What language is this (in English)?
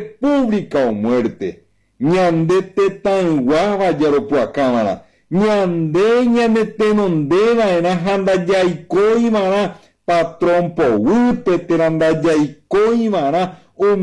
Guarani